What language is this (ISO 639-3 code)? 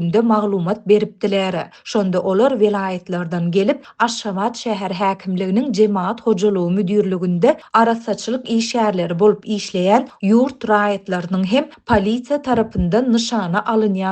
tuk